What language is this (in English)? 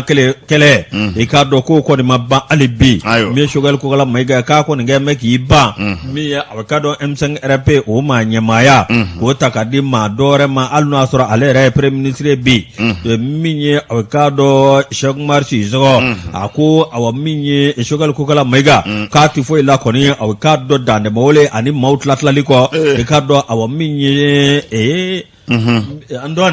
Bambara